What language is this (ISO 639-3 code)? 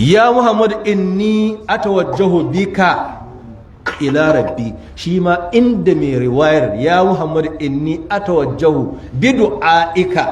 hau